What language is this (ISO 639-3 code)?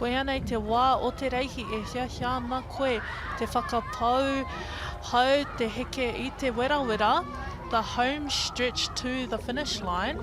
mri